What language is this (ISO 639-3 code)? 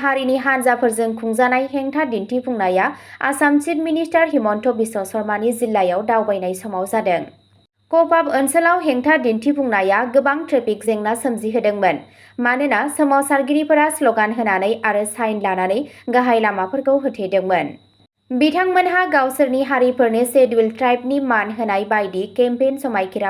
brx